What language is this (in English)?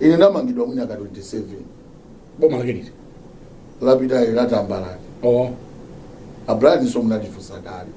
Nyanja